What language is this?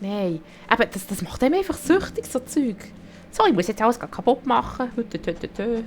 Swiss German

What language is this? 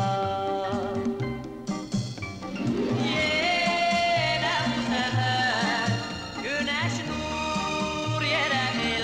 Turkish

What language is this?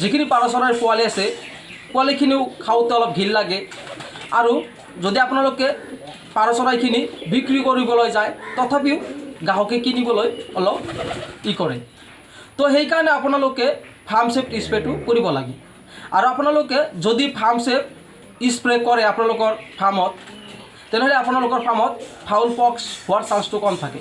Assamese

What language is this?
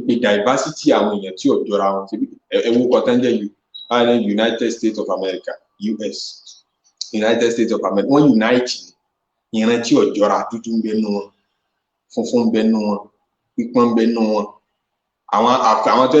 Yoruba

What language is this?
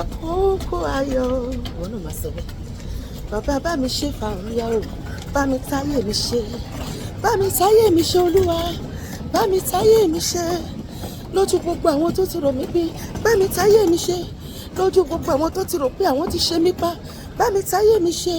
Yoruba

